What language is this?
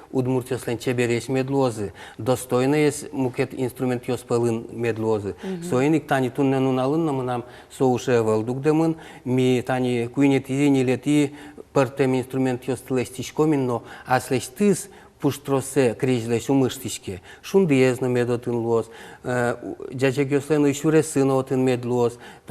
Udmurt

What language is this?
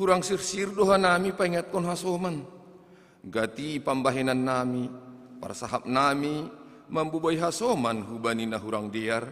Batak Simalungun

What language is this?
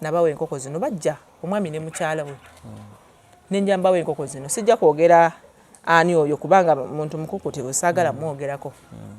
Ganda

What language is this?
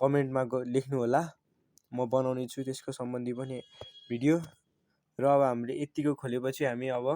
Nepali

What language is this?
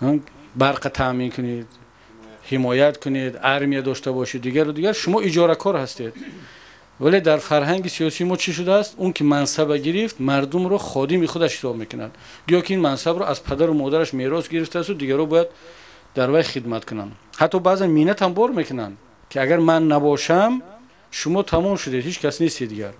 Tajik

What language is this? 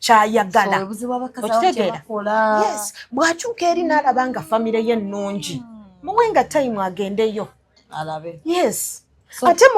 Ganda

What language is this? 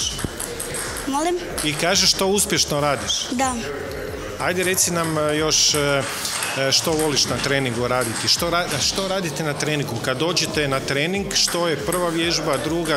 Croatian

